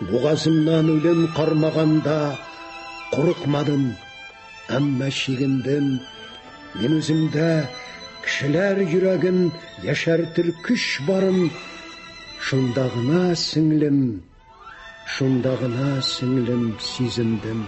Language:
Tatar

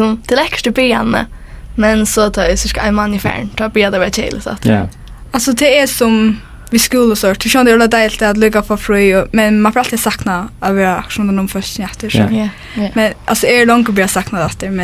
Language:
Faroese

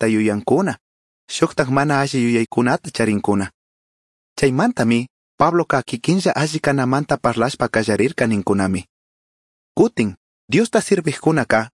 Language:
Chimborazo Highland Quichua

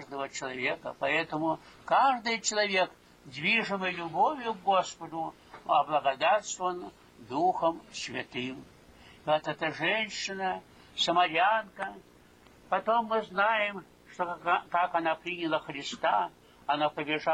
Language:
Russian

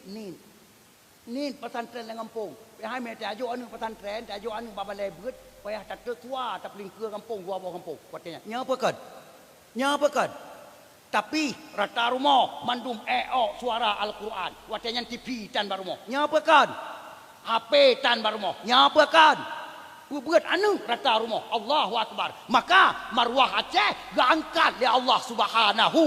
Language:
Achinese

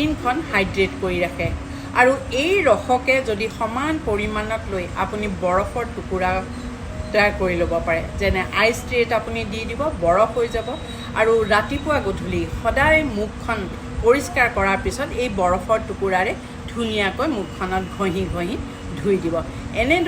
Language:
Assamese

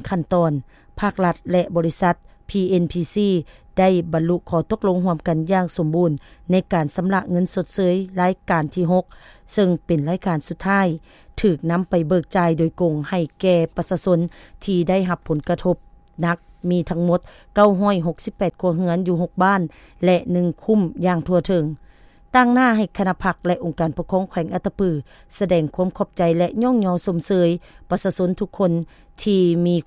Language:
Lao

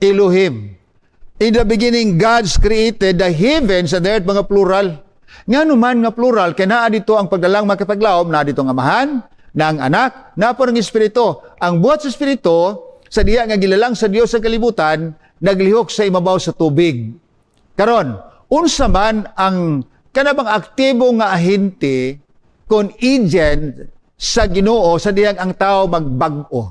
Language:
Cebuano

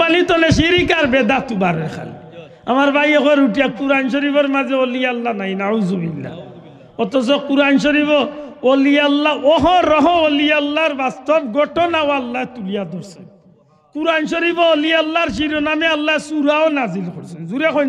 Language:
Sylheti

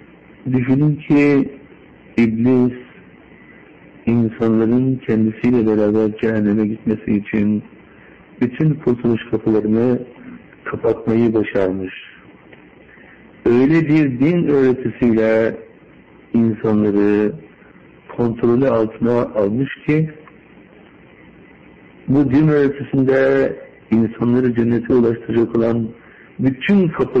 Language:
Turkish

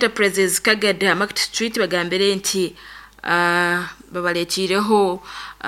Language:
Nyoro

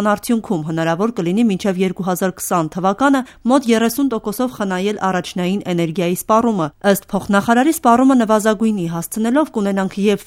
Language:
Armenian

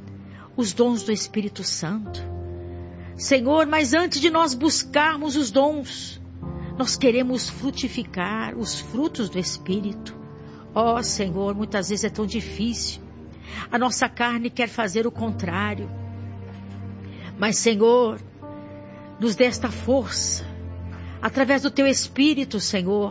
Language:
Portuguese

